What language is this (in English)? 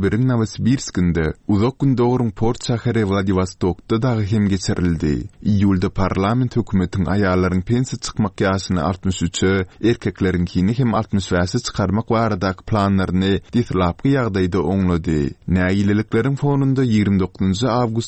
Turkmen